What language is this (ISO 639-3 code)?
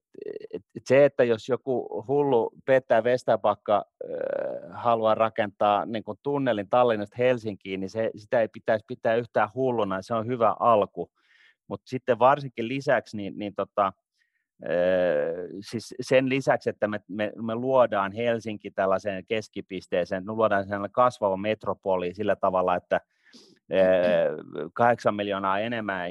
fin